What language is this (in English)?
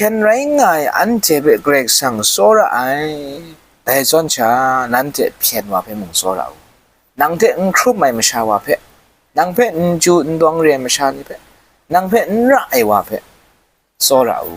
Kachin